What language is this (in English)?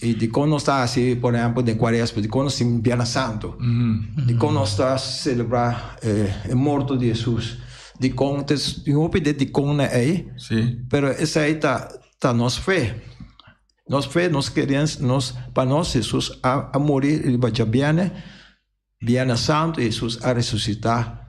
Papiamento